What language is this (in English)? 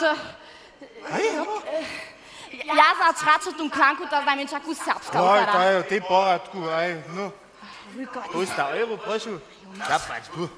Upper Sorbian